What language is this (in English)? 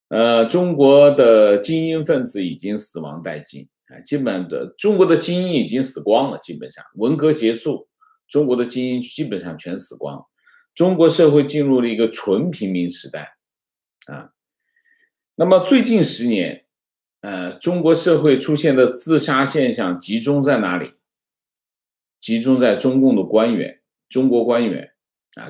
Chinese